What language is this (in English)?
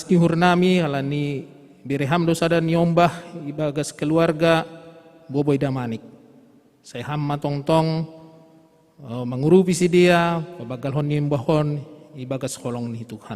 Batak Simalungun